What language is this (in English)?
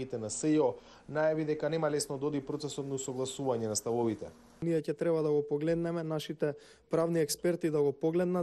Macedonian